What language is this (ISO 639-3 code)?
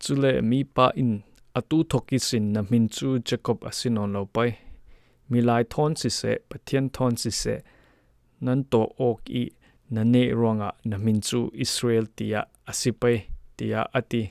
cfm